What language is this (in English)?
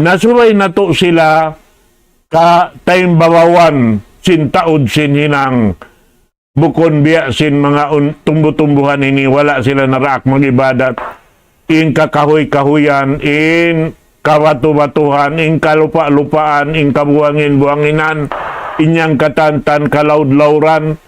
Tausug